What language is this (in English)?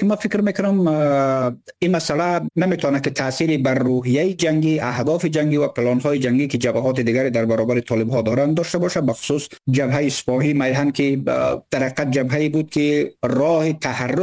Persian